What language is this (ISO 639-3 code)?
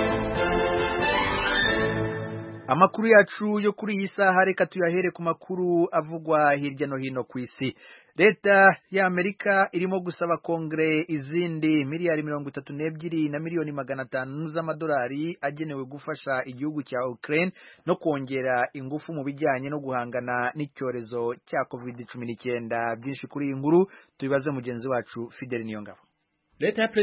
kin